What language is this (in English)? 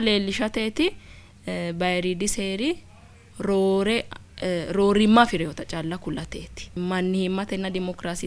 Sidamo